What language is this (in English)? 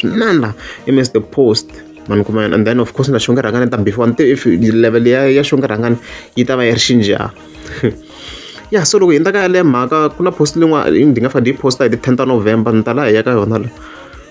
Tsonga